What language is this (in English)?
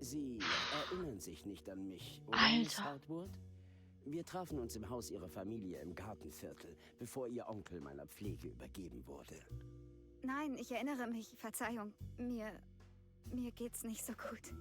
Bavarian